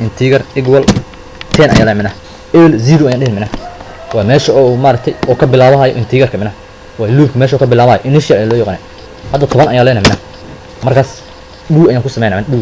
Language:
Somali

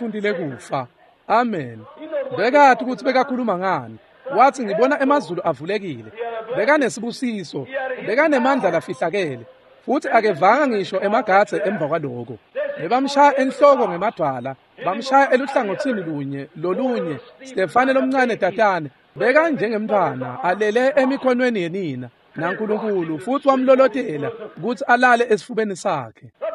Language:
Swati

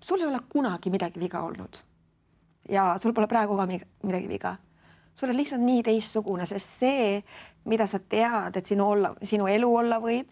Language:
Estonian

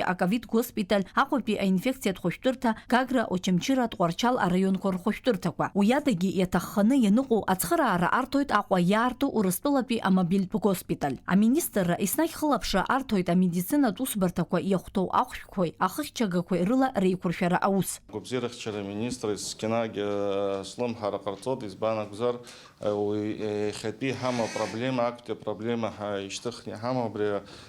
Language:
Abkhazian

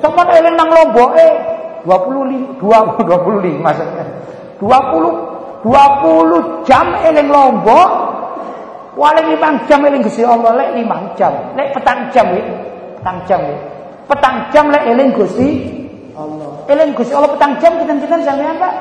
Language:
Javanese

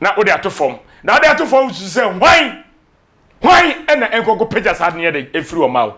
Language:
Akan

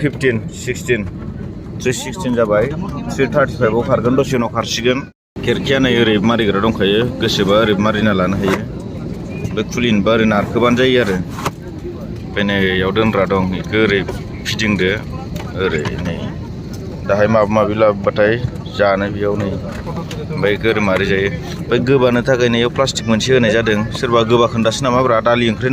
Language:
Bodo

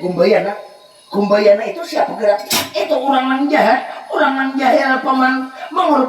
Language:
Banjar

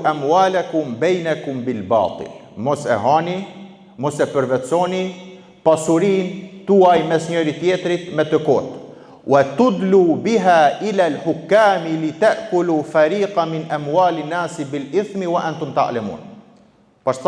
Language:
Albanian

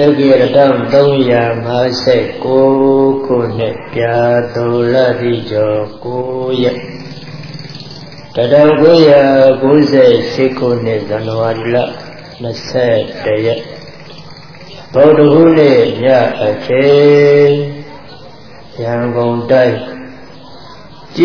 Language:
Burmese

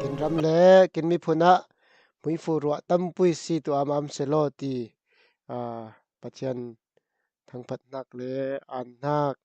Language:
Falam Chin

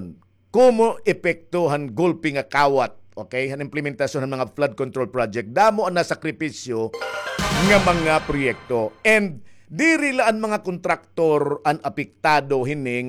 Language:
Waray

